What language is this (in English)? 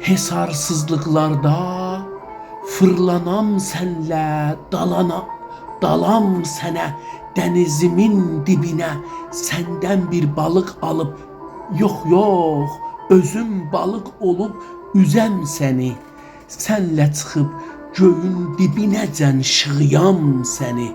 South Azerbaijani